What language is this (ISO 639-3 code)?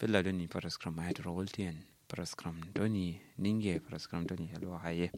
kau